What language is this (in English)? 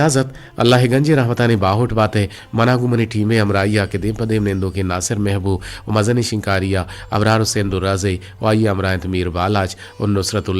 Eastern Balochi